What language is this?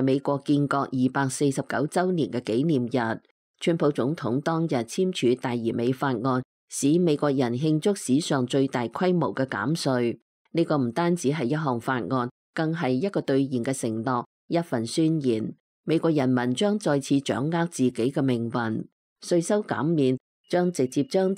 Cantonese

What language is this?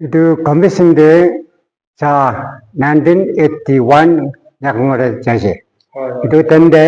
Naga Pidgin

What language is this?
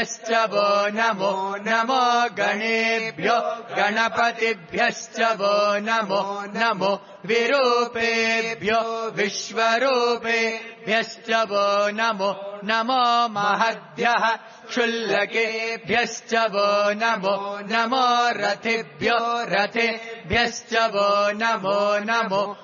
Sanskrit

